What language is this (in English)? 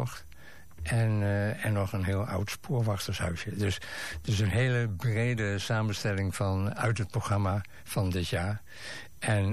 Dutch